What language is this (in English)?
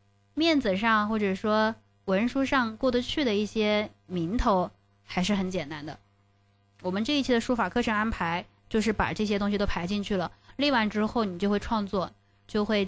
Chinese